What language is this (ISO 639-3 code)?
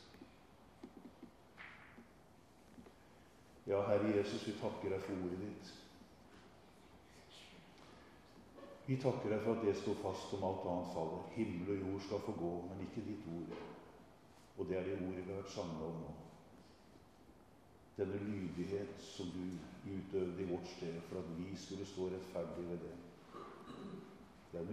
nor